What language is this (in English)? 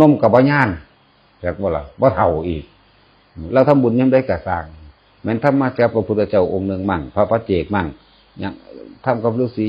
Lao